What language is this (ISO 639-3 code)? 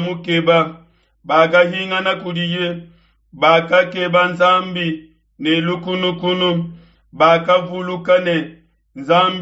lua